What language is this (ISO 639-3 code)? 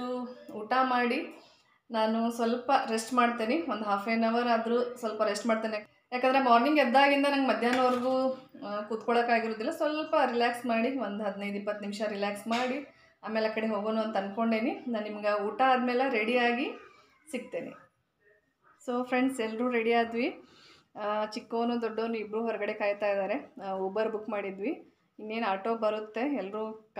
kan